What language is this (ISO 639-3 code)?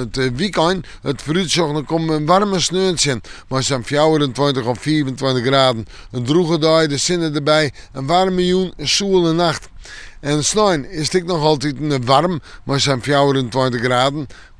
fry